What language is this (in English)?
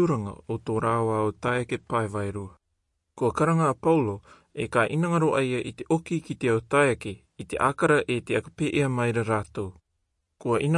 Rarotongan